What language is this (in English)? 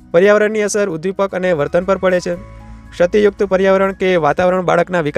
Gujarati